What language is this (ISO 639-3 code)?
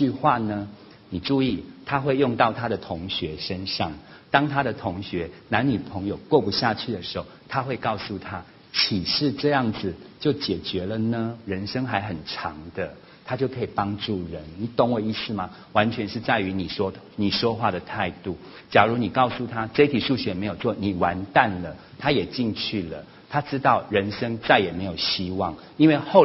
zho